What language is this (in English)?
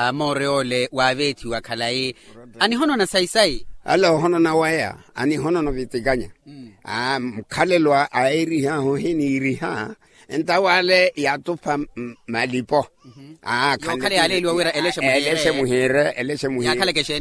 Makhuwa